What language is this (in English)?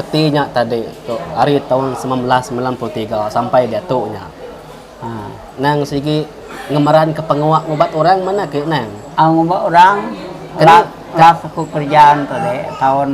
Iban